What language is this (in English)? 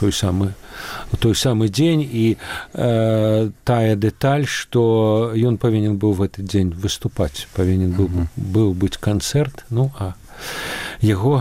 Belarusian